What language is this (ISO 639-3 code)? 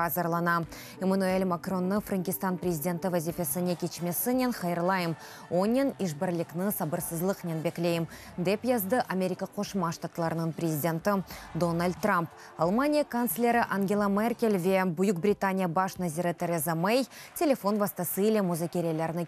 crh